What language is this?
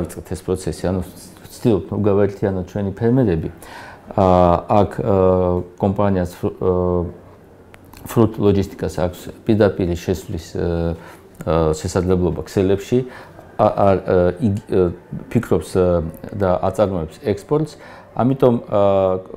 Georgian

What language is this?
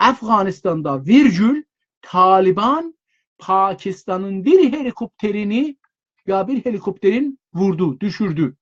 South Azerbaijani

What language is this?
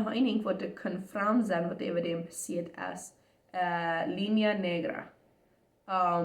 Plautdietsch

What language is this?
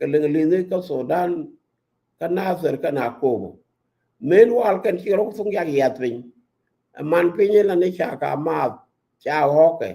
Nuer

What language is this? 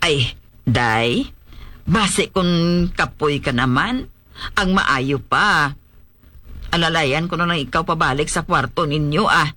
Hiligaynon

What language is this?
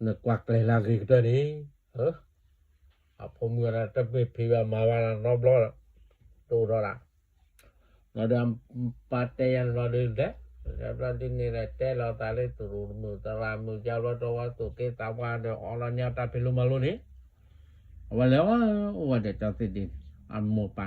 S'gaw Karen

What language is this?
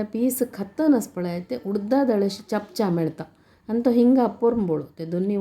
Konkani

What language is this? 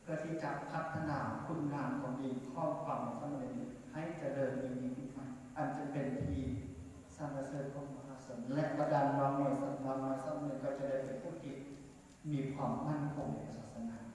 Lao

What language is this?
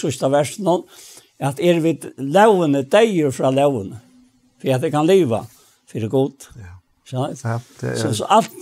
Faroese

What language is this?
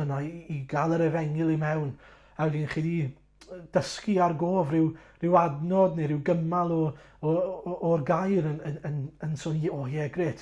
Welsh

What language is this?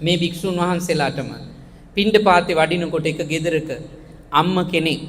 Sinhala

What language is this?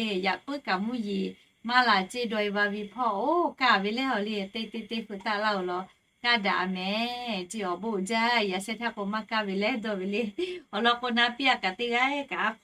Lahu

